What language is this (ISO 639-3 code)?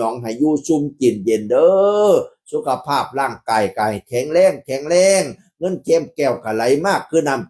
tts